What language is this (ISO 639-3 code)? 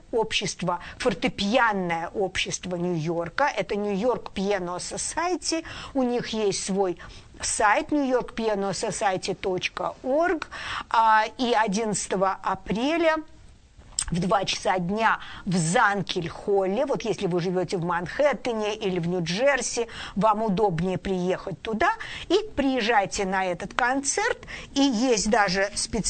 rus